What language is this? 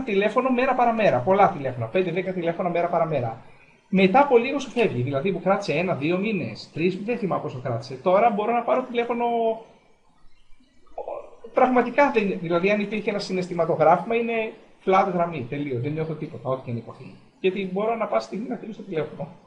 Greek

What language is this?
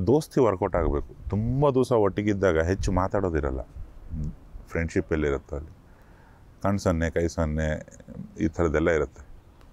Kannada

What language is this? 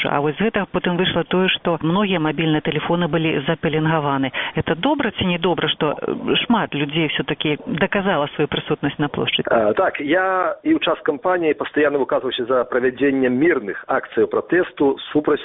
Belarusian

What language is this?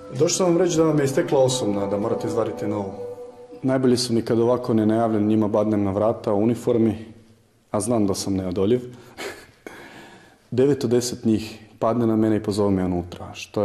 Croatian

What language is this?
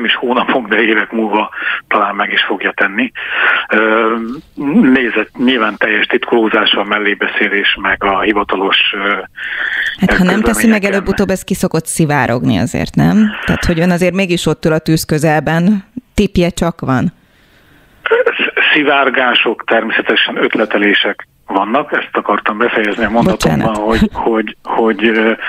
Hungarian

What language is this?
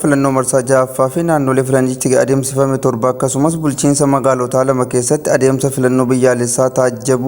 Oromo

